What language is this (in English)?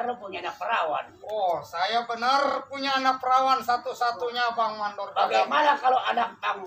Betawi